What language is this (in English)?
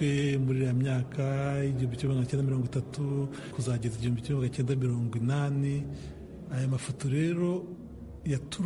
Kinyarwanda